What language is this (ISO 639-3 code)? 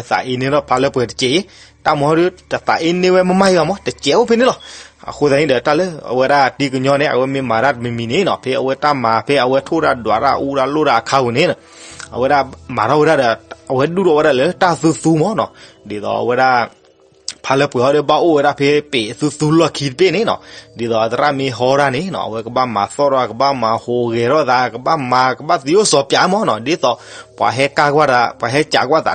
ksw